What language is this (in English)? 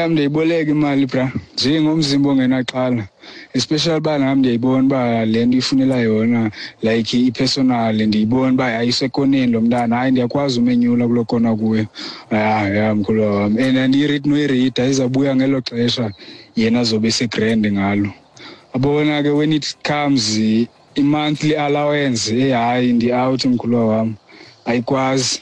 Xhosa